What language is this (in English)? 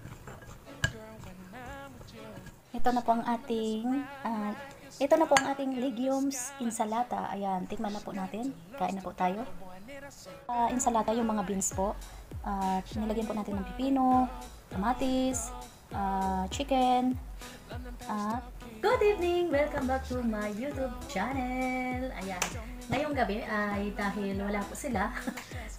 Filipino